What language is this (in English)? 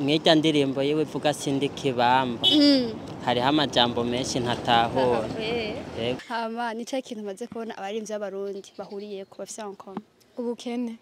Rundi